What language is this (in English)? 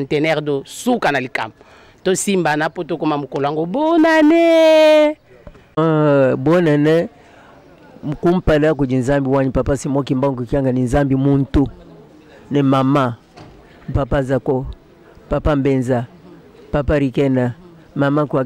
Lingala